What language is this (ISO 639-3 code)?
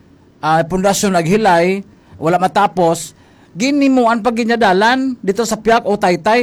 hil